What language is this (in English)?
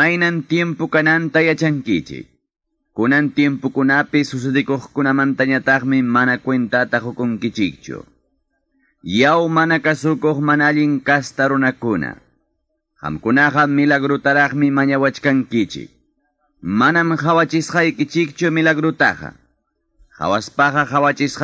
Ayacucho Quechua